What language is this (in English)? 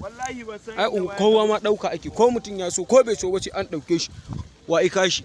Hausa